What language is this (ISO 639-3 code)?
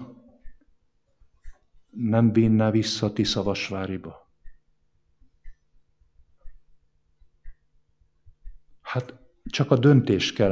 hun